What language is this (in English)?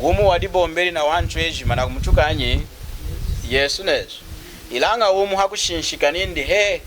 Lunda